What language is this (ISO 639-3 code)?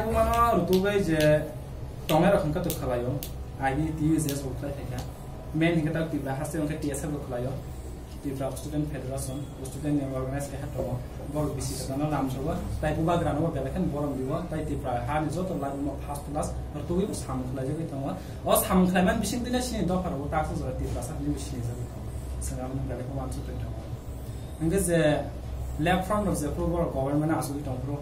trp